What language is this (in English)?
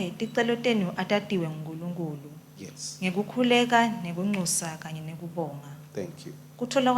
Swati